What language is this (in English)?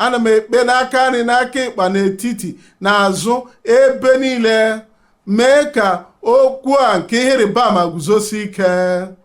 Igbo